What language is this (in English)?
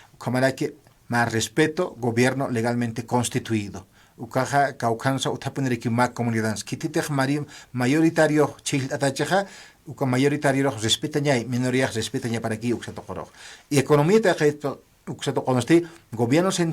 Aymara